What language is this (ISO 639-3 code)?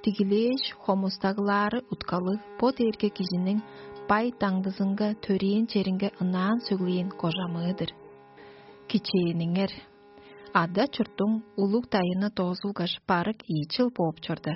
tyv